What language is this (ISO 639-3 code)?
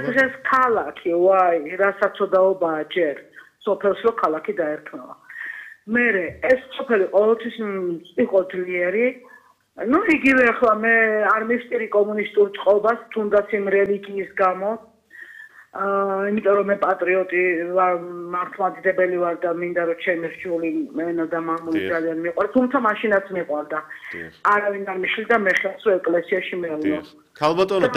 kat